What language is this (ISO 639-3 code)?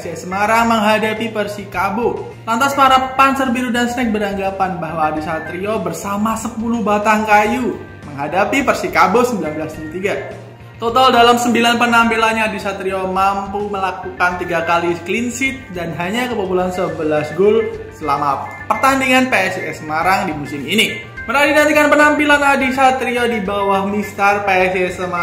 ind